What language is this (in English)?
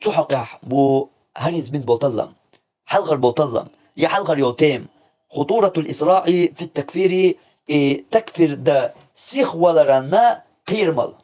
Chechen